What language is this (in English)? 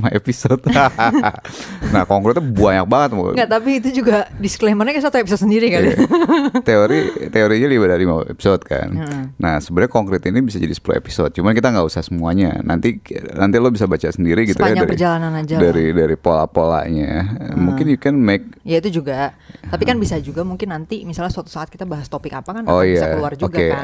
Indonesian